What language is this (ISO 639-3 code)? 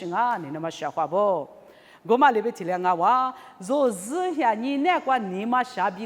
lis